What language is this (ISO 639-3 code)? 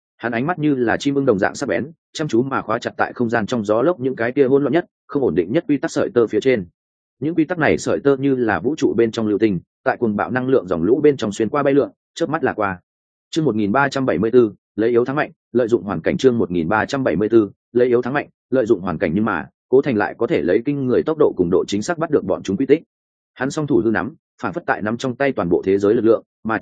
vie